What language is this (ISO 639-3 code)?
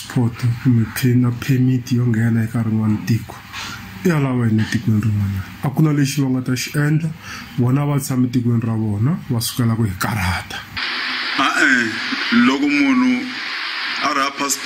tso